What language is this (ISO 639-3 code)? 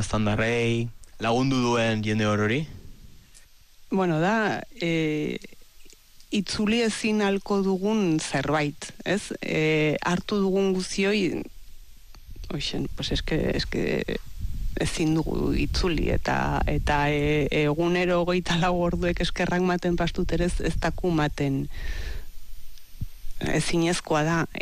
eus